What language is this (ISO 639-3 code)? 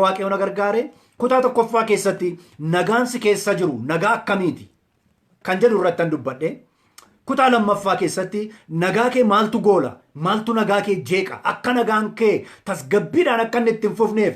orm